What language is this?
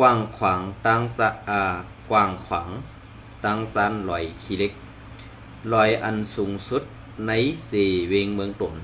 Shan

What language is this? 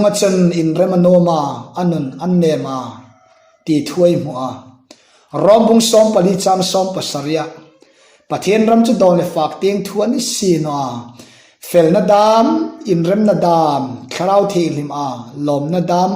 Hmar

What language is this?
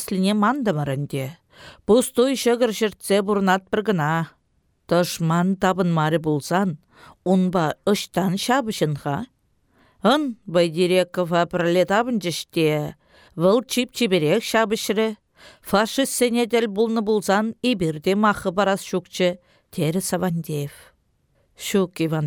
Chuvash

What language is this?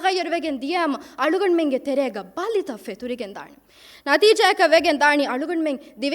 Divehi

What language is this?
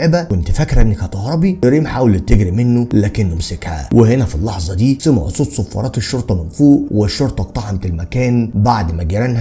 Egyptian Arabic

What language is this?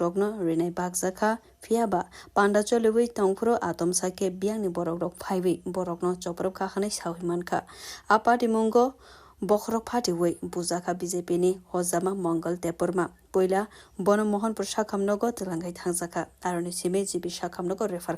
Kok Borok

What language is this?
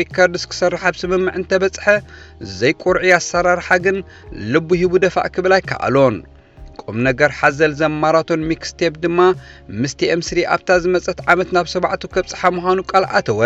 Tigrinya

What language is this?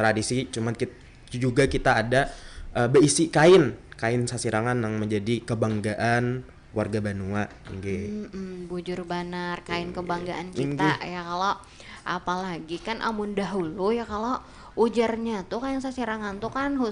Banjar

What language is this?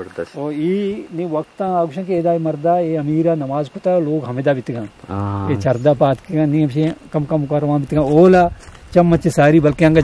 Eastern Balochi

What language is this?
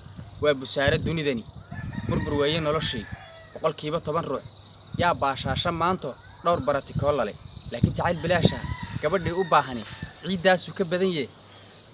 Somali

